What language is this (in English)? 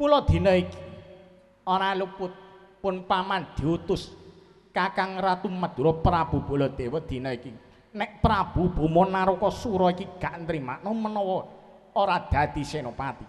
Javanese